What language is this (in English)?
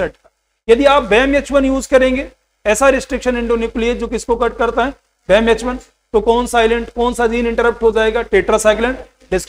Hindi